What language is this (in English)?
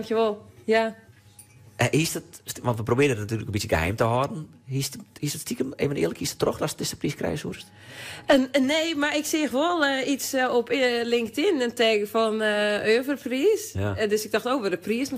Western Frisian